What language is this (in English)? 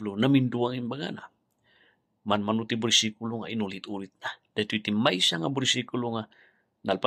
Iloko